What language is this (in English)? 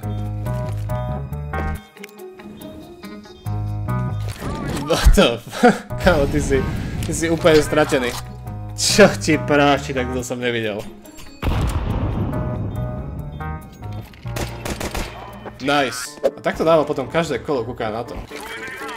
Slovak